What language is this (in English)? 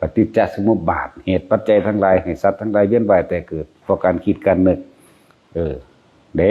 Northeastern Thai